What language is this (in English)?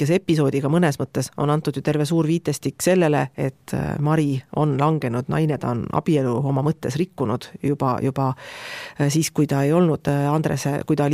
Estonian